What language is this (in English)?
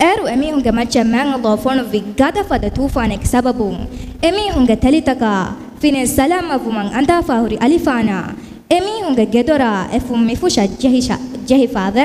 Divehi